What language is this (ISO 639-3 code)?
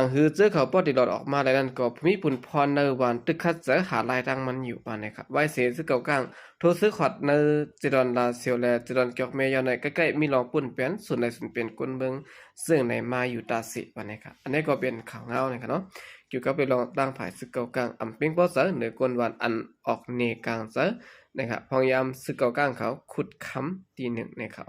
shn